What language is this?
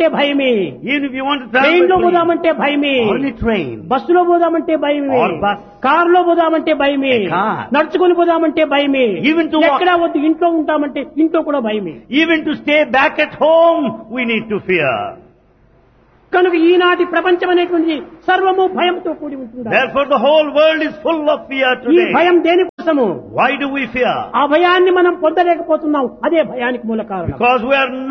Telugu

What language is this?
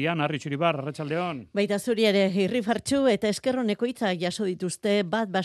Basque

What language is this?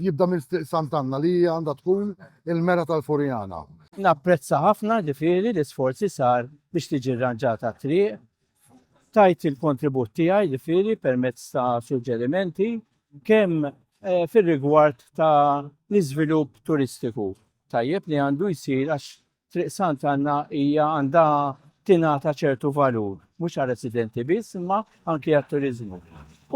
Maltese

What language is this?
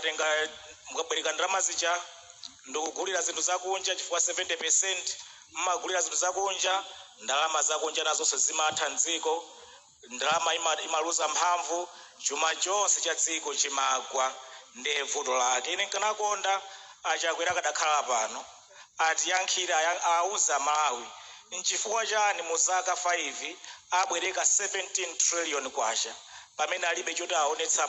Nyanja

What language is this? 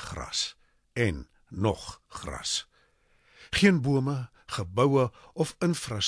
Afrikaans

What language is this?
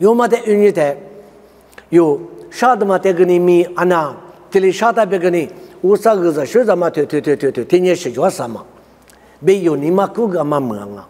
Lisu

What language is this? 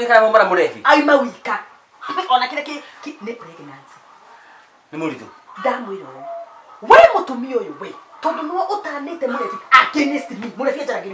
Kikuyu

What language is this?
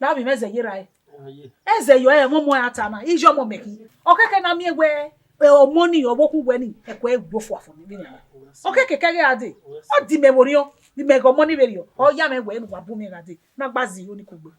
Bini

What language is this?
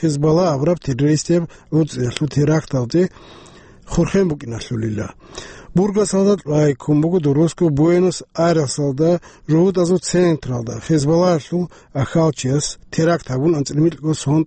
Avaric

